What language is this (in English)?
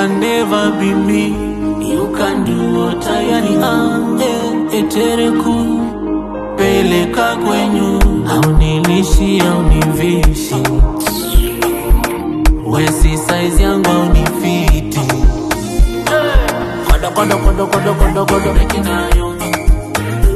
Swahili